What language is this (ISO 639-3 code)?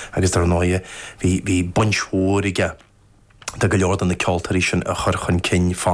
gle